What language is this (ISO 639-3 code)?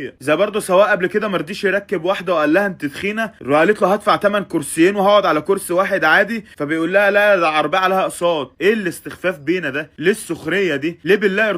arz